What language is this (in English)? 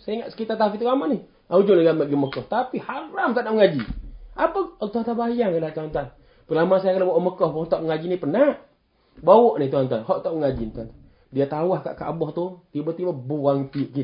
Malay